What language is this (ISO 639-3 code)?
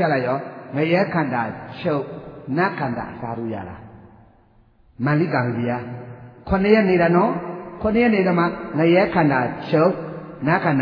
mya